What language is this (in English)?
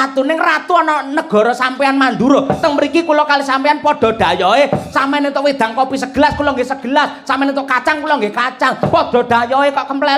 Javanese